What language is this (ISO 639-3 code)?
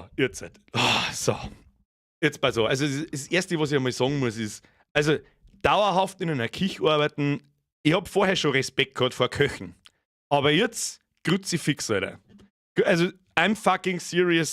bar